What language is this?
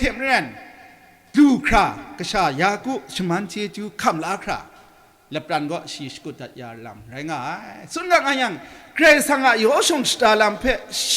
Kachin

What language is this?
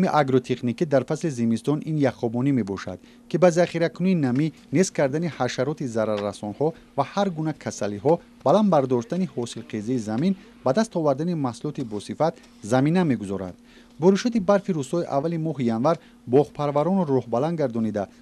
Tajik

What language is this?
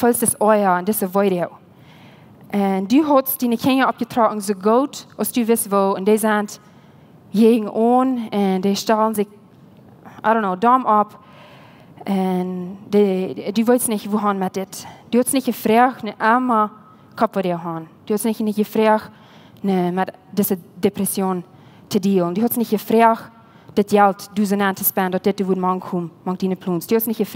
Plautdietsch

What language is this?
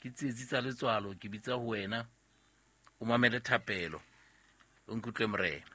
Southern Sotho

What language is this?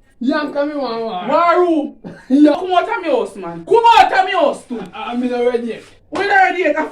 Jamaican Creole English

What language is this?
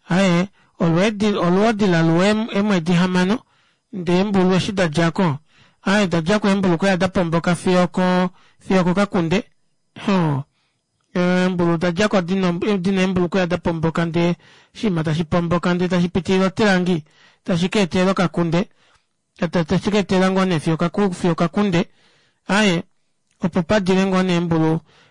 Kuanyama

